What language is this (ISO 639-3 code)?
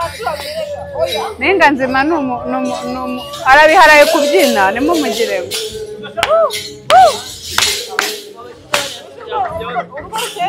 kin